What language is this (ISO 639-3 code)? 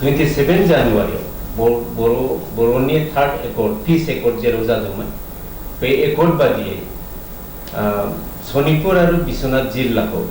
brx